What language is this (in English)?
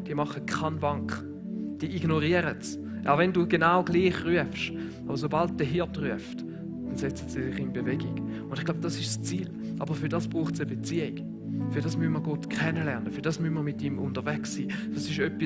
Swiss German